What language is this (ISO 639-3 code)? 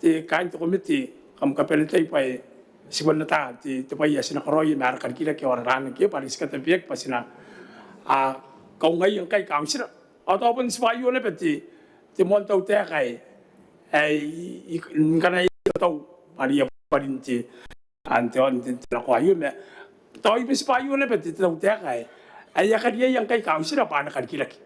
gil